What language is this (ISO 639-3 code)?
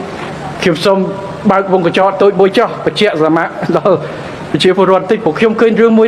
khm